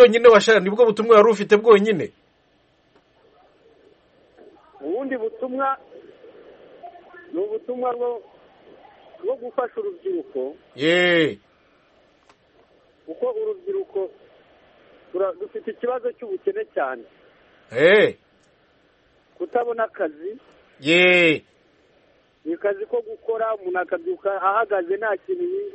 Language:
Kinyarwanda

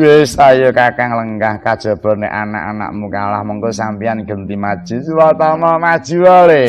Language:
Javanese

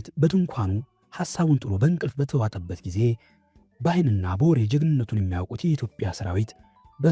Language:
Amharic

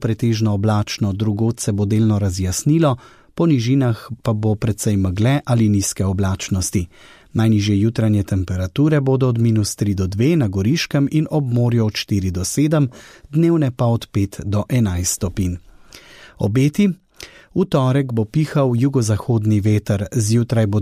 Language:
Slovenian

